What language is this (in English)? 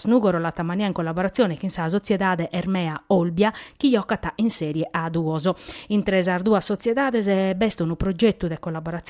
Sardinian